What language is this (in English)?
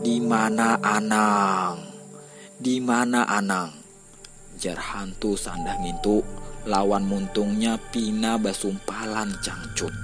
Banjar